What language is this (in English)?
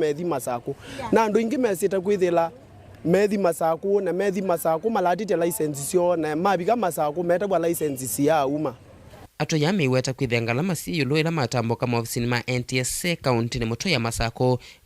Kamba